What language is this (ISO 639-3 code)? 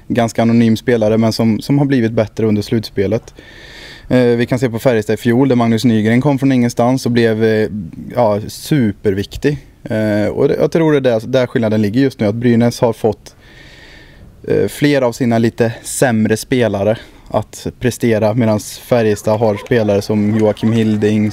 swe